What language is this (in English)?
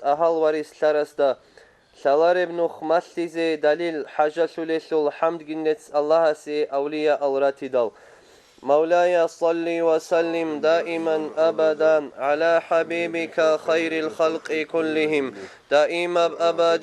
Avaric